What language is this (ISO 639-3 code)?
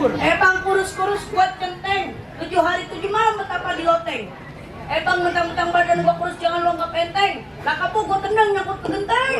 bew